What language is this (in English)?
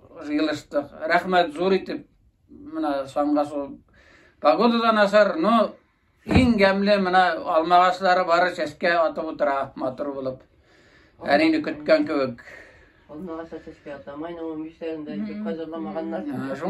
Tatar